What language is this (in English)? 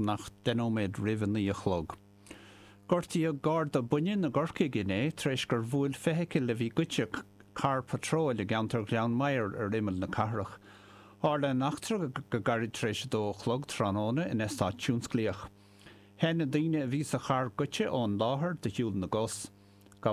Irish